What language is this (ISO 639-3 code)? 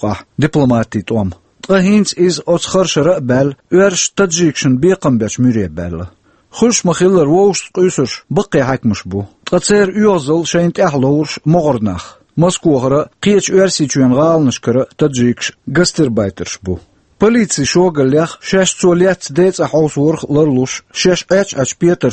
che